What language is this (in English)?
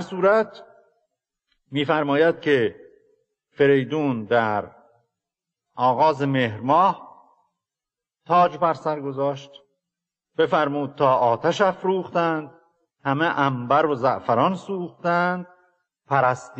Persian